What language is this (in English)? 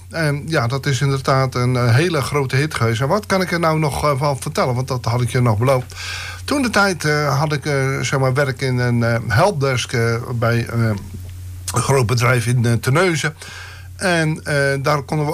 Dutch